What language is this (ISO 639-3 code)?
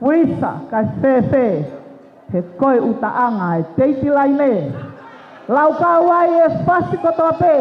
ton